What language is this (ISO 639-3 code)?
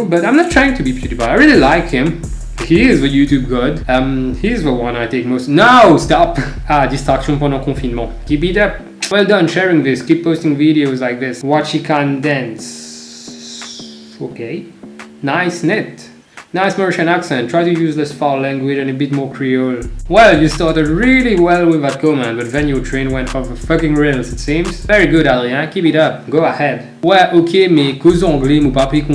mfe